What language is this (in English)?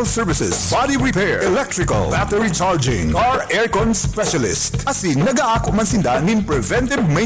Bikol